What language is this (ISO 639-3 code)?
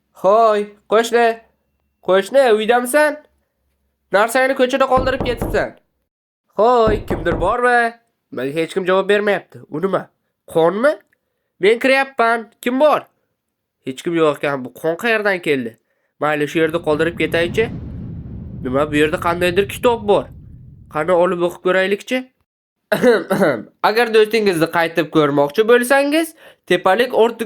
uzb